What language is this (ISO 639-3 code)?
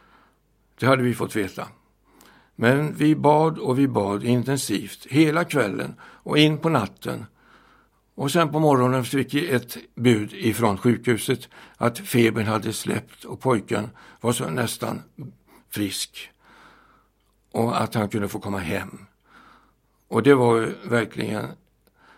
swe